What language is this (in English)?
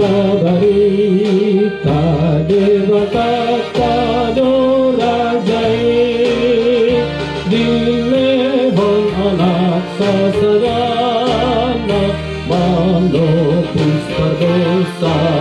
Batak Toba